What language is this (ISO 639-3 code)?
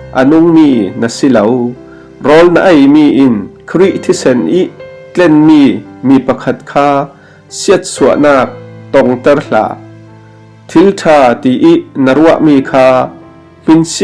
cfm